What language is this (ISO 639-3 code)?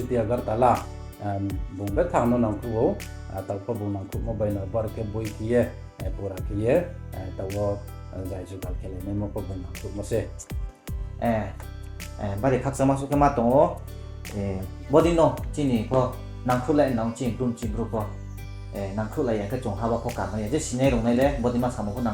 ria